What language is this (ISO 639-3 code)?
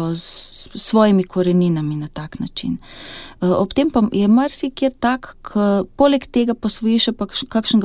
slv